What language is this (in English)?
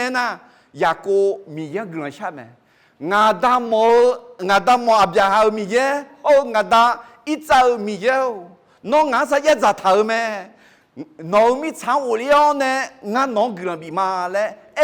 Akha